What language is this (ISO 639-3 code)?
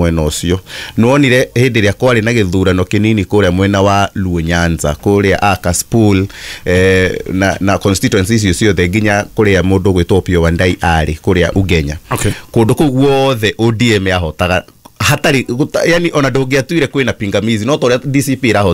kik